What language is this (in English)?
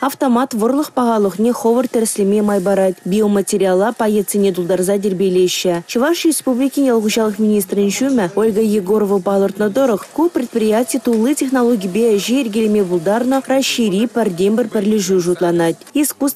Chuvash